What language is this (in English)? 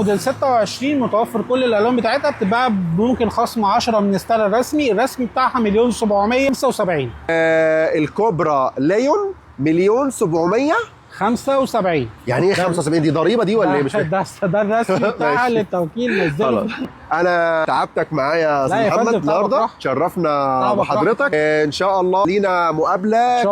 Egyptian Arabic